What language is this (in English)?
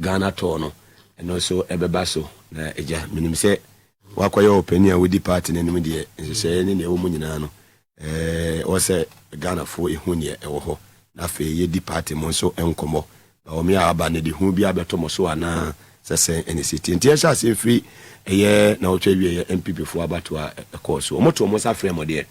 Akan